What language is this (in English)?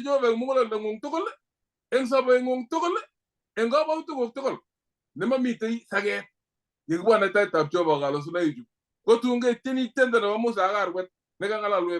Kalenjin